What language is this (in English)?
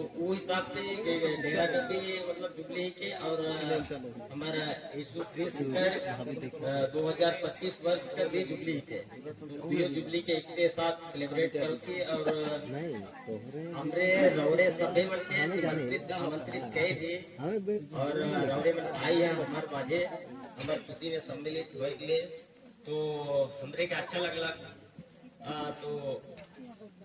Sadri